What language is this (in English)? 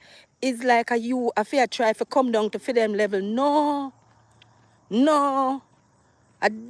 Jamaican Creole English